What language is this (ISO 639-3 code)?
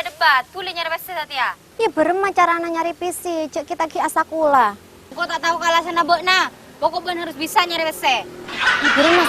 mad